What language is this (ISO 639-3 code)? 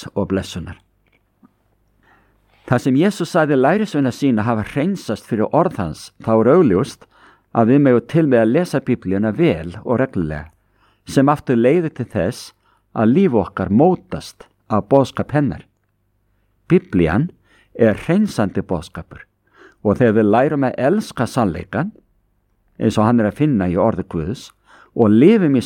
isl